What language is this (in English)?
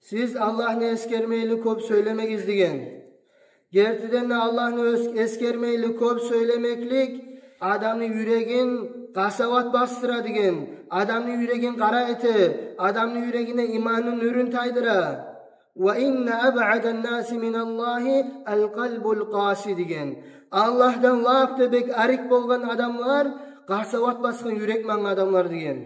Kumyk